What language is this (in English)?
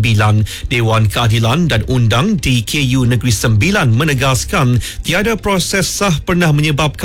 Malay